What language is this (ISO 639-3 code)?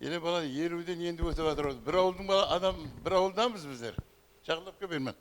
kaa